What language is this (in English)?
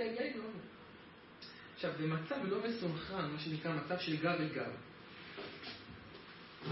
Hebrew